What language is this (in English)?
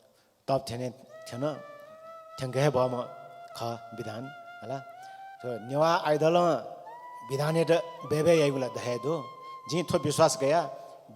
Newari